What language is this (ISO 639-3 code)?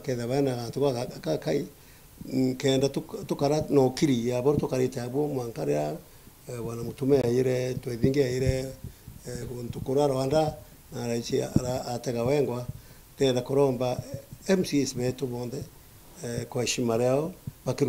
mer